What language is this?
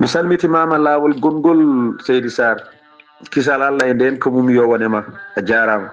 Fula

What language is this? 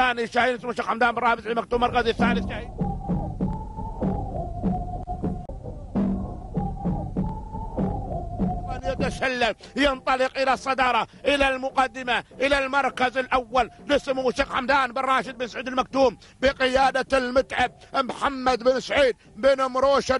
Arabic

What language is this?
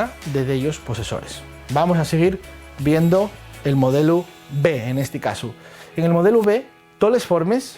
Asturian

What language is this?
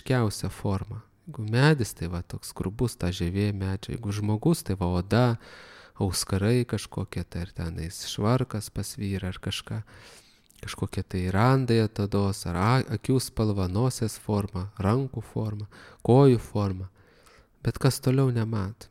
Lithuanian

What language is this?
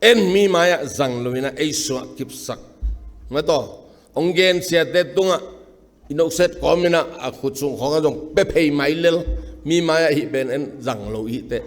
Tedim Chin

